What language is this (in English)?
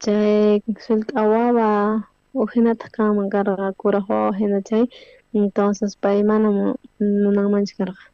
South Bolivian Quechua